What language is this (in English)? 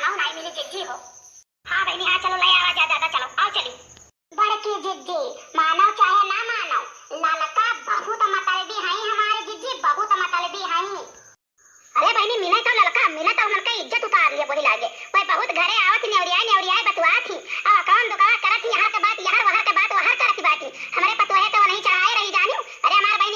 Awadhi